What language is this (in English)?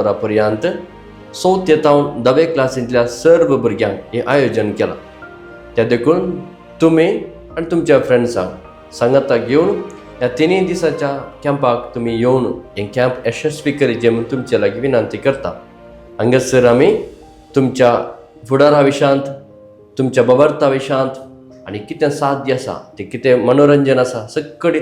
Konkani